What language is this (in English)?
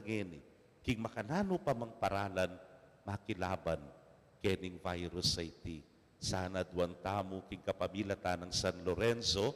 Pampanga